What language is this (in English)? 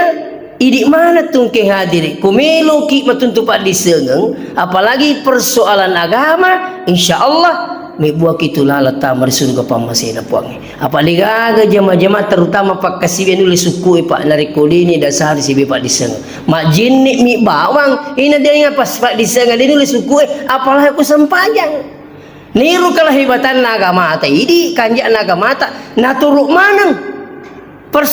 Buginese